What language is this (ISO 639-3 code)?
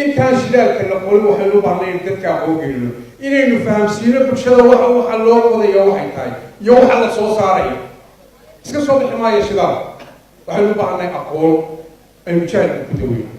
som